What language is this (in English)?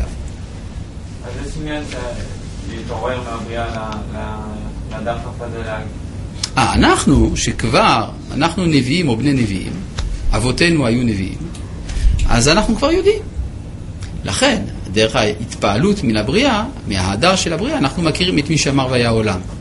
Hebrew